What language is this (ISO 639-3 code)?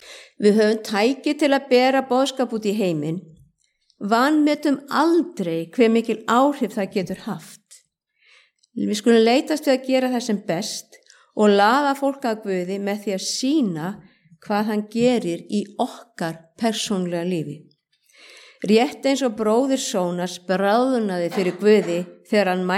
isl